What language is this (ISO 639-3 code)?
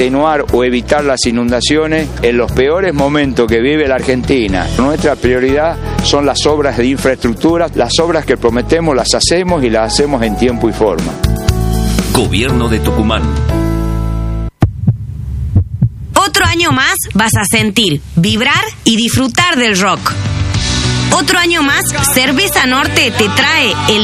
spa